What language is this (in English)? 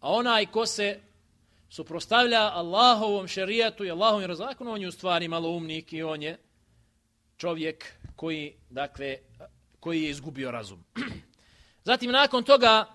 Bosnian